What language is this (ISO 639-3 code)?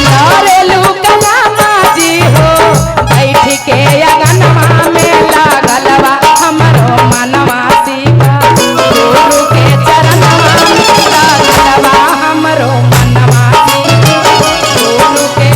mag